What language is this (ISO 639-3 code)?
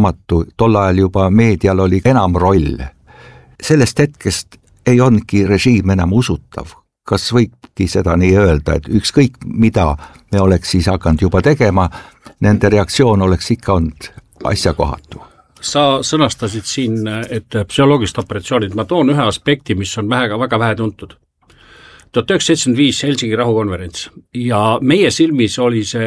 est